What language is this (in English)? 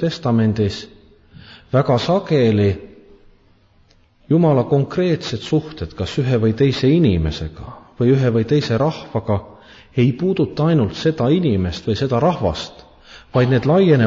Estonian